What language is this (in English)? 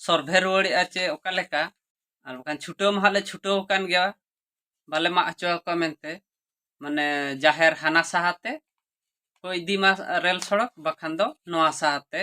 Santali